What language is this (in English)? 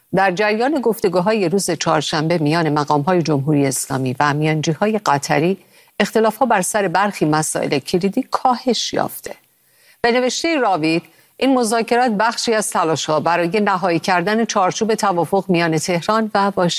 Persian